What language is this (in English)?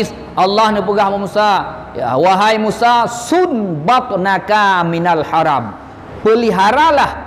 Achinese